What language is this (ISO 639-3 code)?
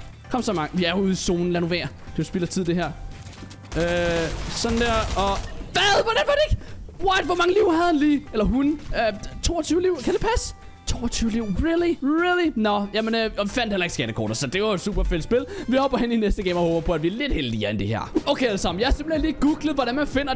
dan